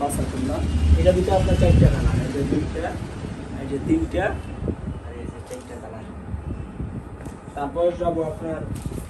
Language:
Bangla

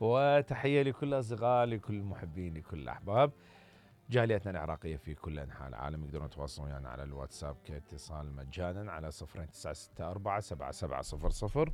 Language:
Mesopotamian Arabic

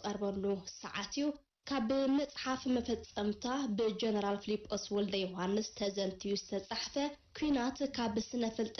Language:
Tigrinya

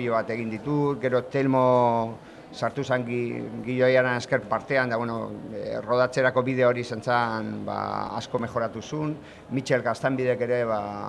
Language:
Basque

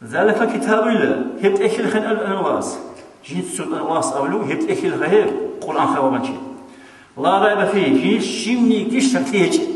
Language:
Avaric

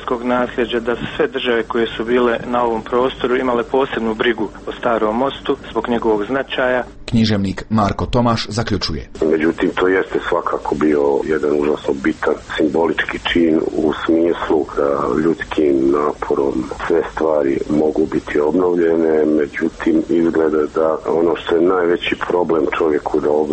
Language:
Bosnian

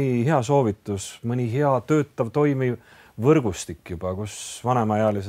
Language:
Estonian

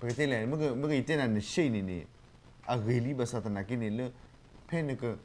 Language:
S'gaw Karen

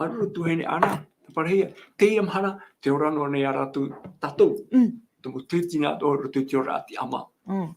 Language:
Tahitian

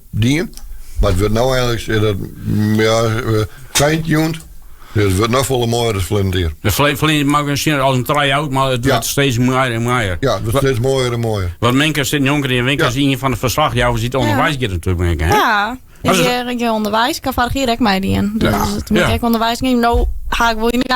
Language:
Western Frisian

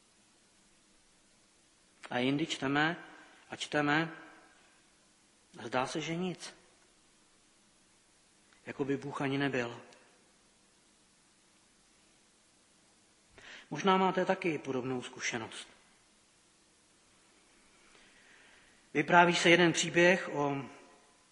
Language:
Czech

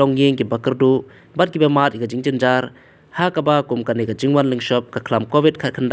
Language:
Khasi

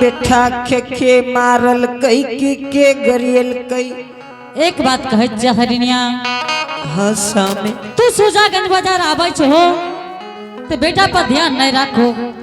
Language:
Angika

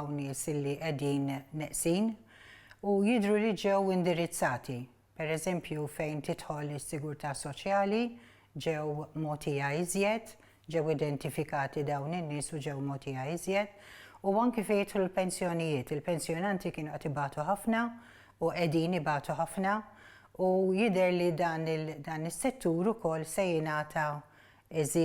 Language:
Maltese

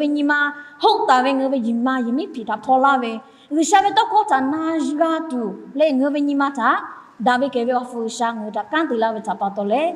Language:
Lahu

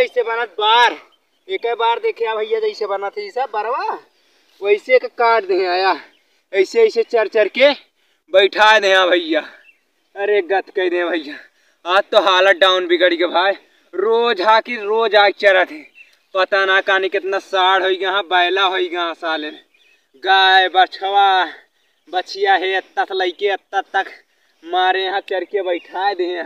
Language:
Awadhi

